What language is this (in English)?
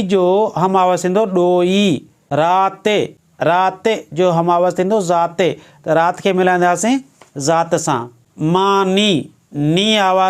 Sindhi